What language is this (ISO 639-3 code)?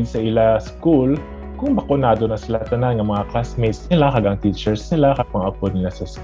hil